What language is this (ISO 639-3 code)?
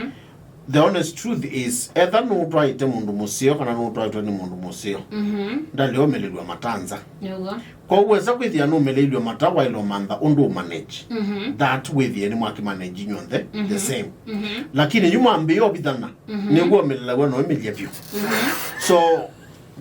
kam